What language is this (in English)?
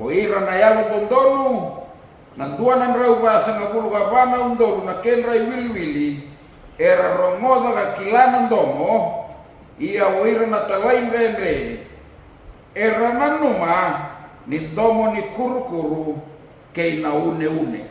Fijian